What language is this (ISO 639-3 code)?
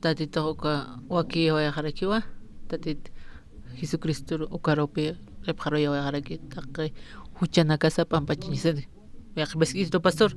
aym